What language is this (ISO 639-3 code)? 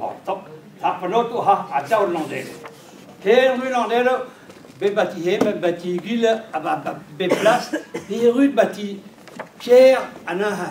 bre